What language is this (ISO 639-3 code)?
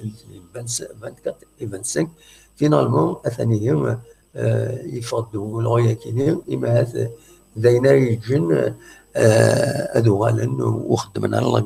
kab